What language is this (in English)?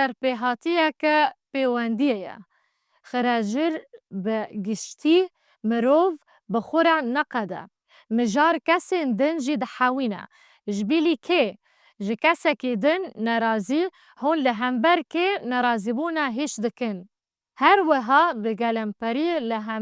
Kurdish